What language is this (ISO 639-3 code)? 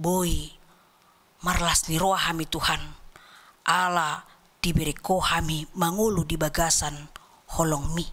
bbc